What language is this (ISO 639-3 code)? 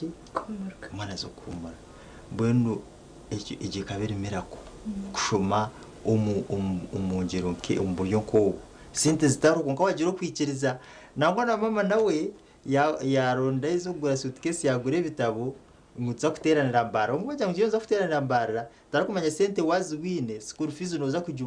nyn